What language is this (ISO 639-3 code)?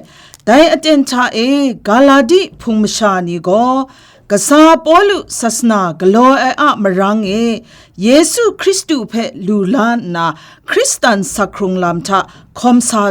kac